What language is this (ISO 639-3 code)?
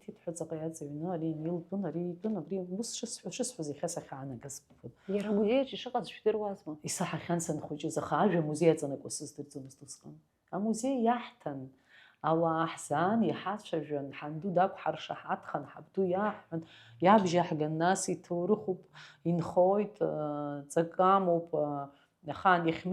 abk